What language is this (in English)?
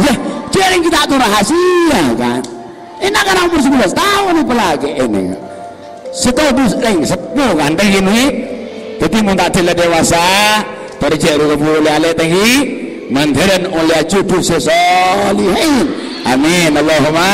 Madurese